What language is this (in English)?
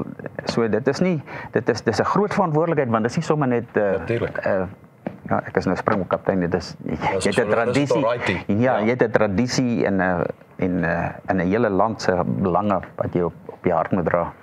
Afrikaans